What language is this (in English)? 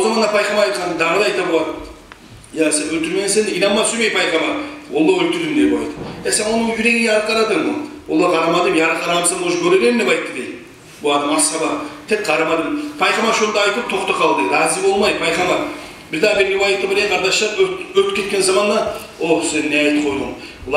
Kumyk